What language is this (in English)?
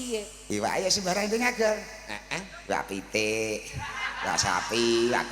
Javanese